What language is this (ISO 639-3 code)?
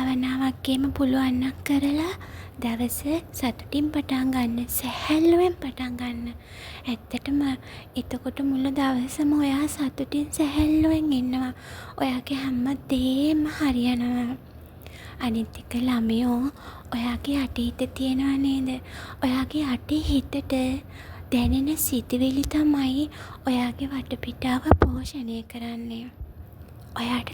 sin